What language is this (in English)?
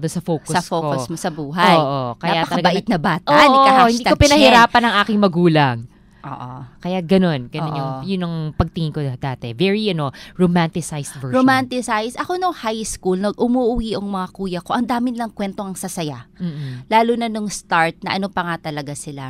Filipino